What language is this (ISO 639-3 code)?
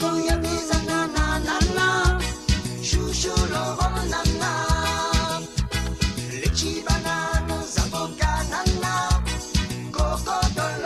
mfe